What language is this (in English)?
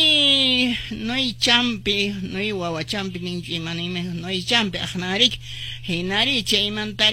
Quechua